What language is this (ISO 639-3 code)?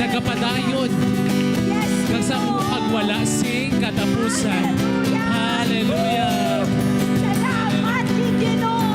hil